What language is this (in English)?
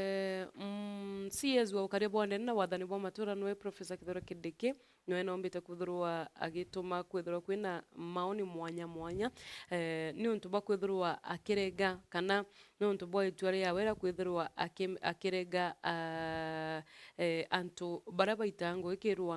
Meru